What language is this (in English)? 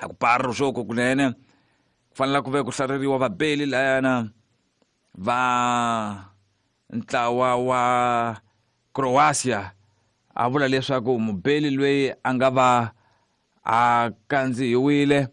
Tsonga